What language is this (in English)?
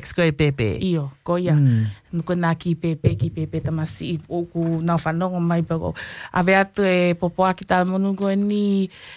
Tongan